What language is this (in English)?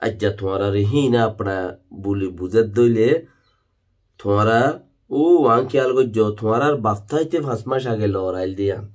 Rohingya